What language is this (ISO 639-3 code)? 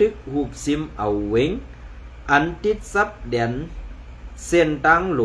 shn